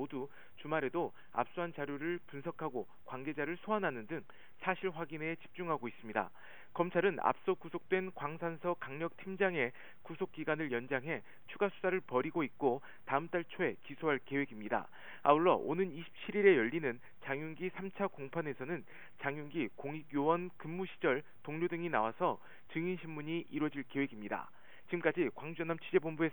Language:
Korean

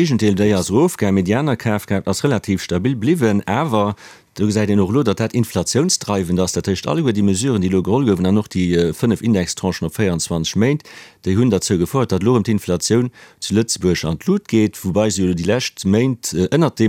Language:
Luxembourgish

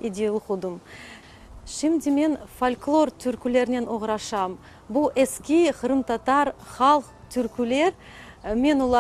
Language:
Crimean Tatar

